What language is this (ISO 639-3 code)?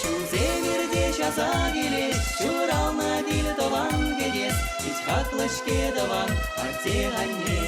chv